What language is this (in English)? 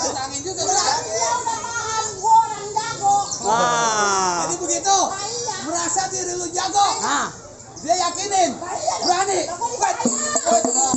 Betawi